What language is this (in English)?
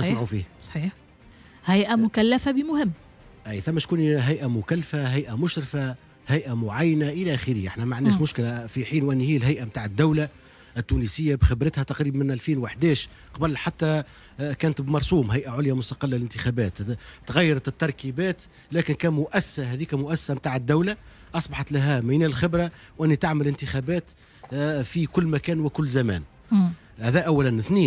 Tunisian Arabic